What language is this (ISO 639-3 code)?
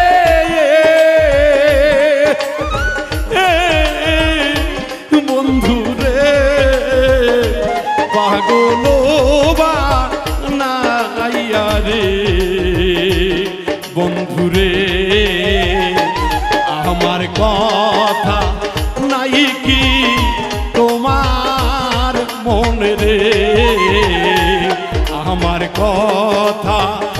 ben